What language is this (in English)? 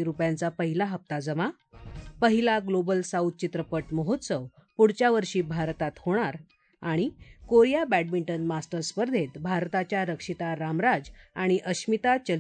Marathi